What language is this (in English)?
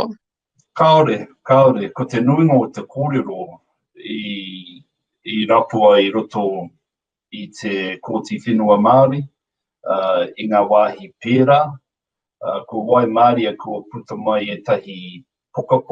Māori